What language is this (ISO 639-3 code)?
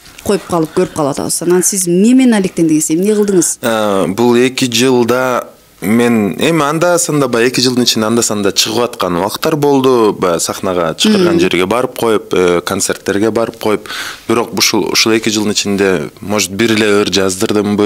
kir